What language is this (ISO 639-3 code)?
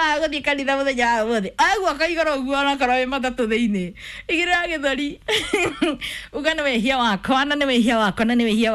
kik